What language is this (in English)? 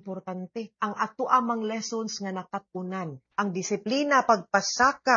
Cebuano